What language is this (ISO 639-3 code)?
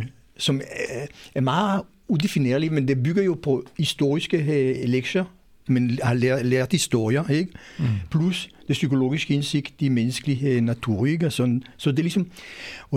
dan